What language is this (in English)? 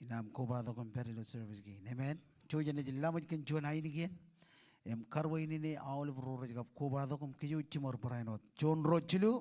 Marshallese